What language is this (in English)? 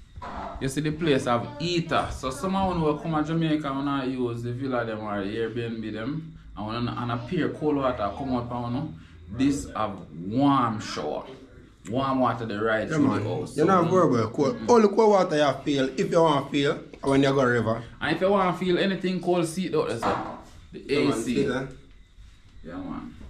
Jamaican Creole English